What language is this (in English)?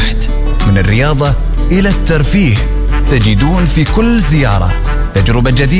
Arabic